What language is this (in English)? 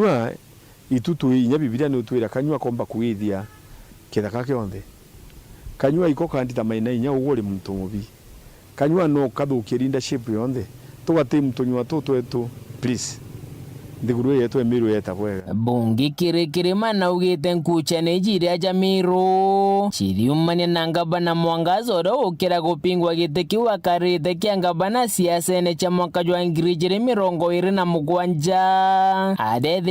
Meru